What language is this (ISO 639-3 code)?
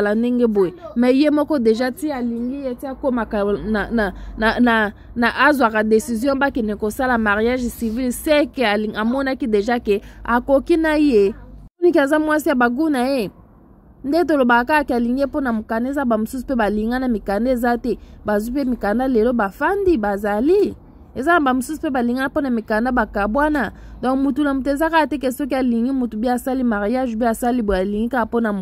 lin